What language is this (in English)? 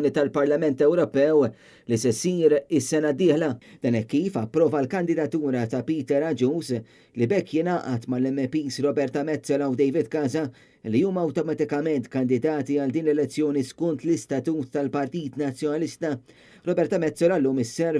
Maltese